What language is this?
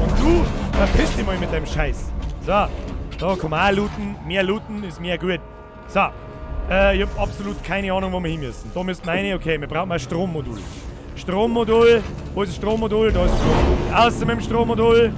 Bavarian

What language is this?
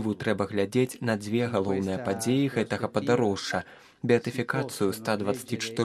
Belarusian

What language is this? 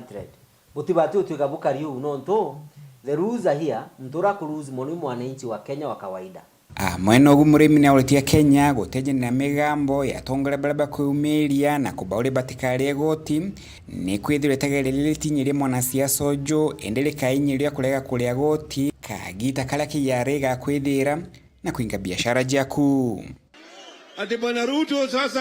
Meru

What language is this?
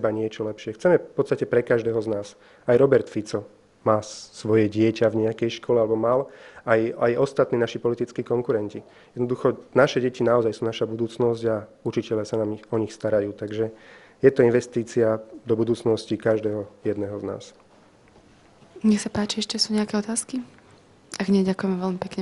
Slovak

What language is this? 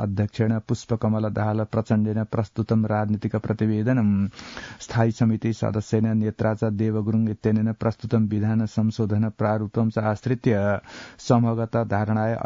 Sanskrit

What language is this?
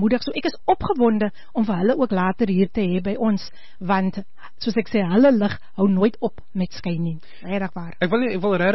Afrikaans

